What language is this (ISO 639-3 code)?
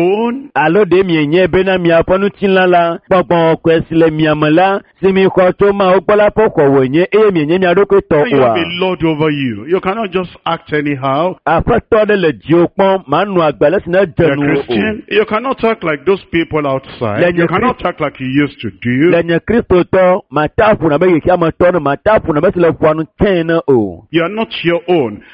ewe